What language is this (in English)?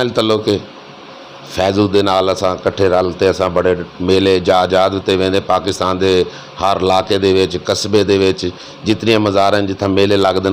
Saraiki